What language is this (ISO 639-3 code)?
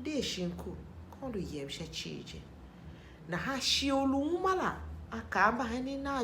tiv